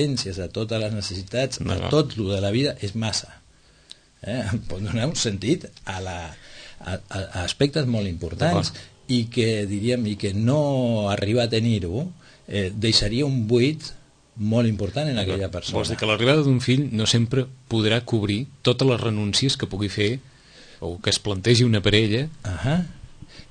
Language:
Catalan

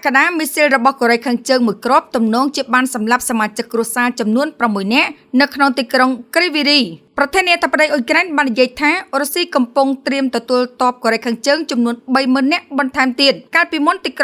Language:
Khmer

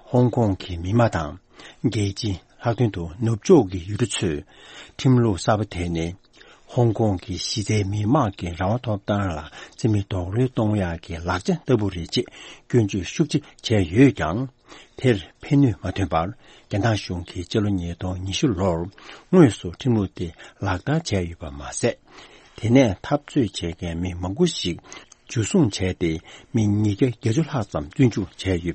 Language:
Tibetan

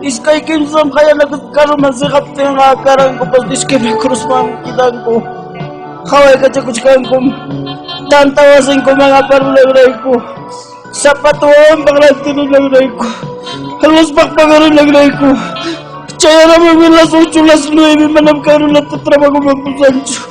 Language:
Ayacucho Quechua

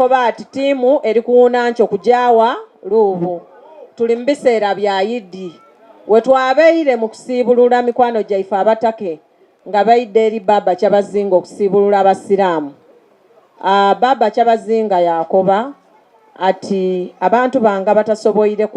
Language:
Soga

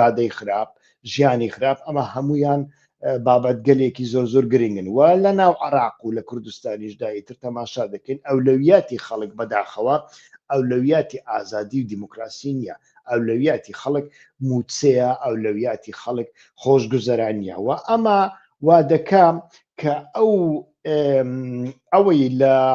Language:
Central Kurdish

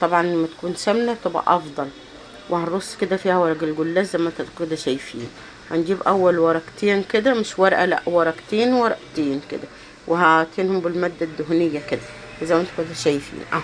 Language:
Egyptian Arabic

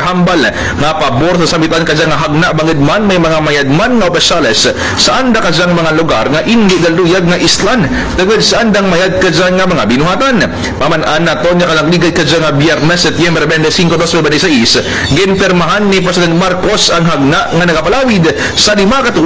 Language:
Kinaray-a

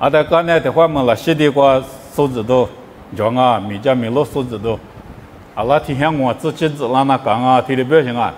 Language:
Lisu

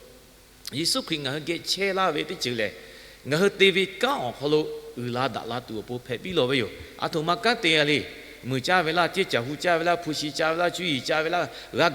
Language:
Lahu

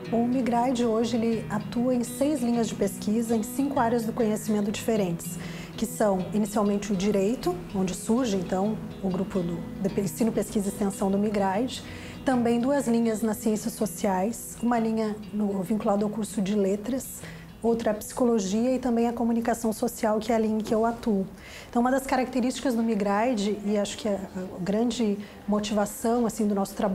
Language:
Portuguese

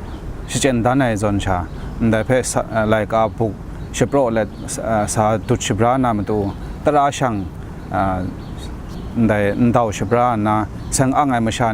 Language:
Kachin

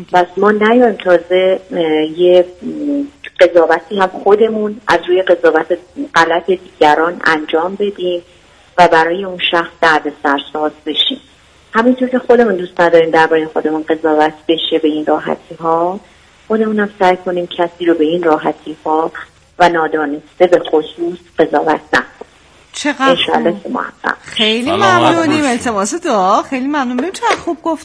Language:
Persian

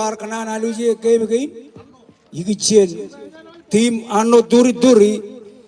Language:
Marshallese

